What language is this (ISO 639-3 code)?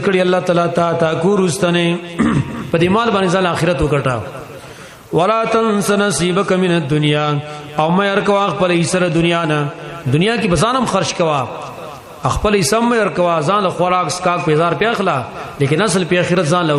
pus